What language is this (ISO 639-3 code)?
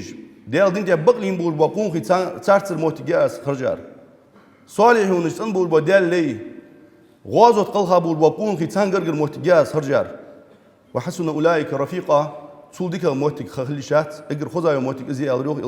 inh